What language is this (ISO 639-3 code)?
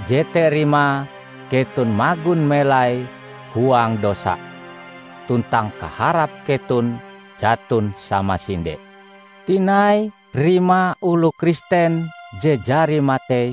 nij